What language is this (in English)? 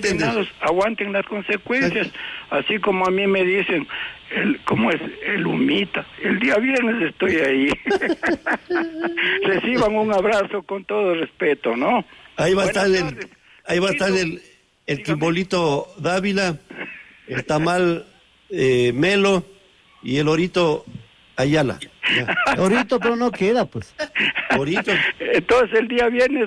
Spanish